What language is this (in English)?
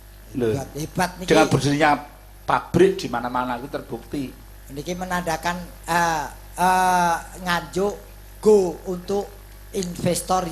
Javanese